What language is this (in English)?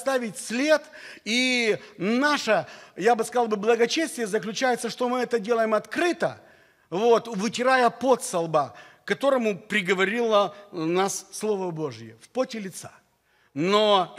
Russian